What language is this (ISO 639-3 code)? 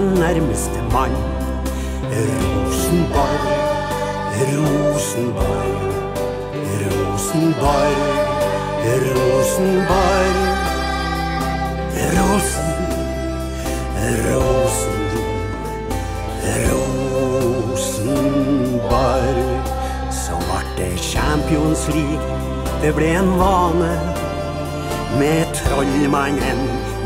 nor